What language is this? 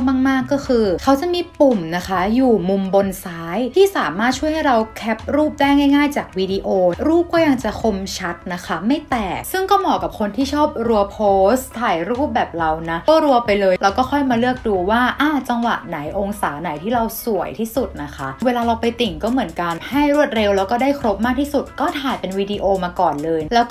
Thai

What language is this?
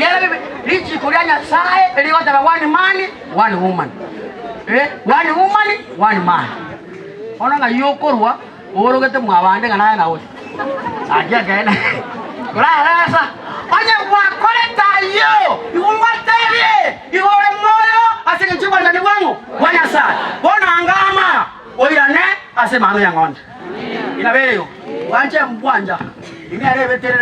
Gusii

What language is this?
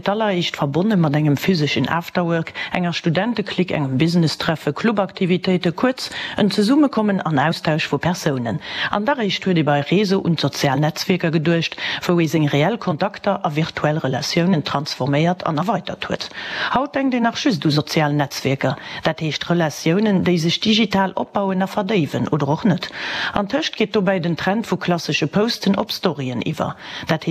Luxembourgish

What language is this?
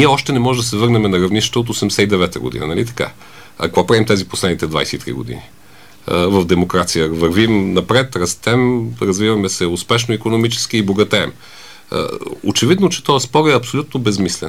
Bulgarian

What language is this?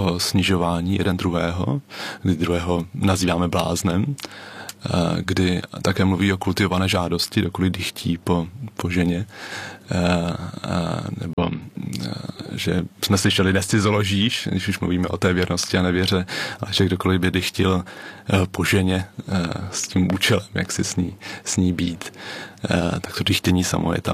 Czech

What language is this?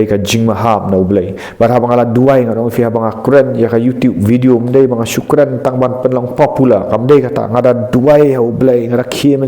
Khasi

